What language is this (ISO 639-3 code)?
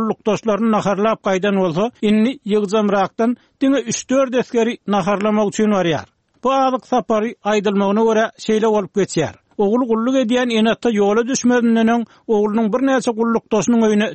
tuk